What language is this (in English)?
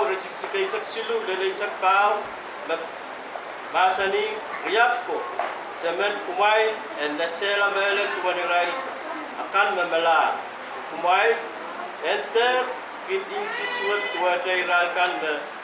Pohnpeian